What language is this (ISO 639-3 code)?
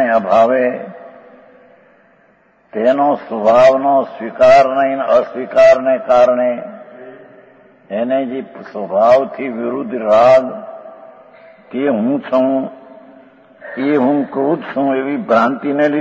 guj